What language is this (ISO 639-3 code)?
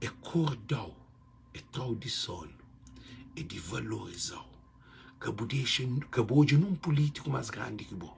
kea